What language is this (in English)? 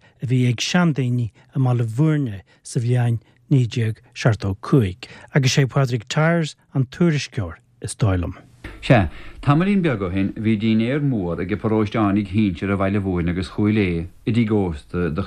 Irish